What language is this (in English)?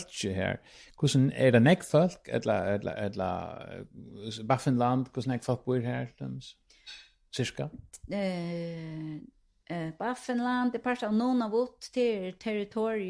Faroese